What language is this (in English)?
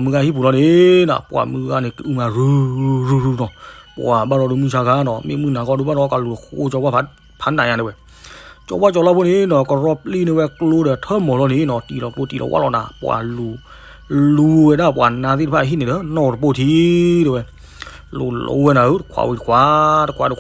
S'gaw Karen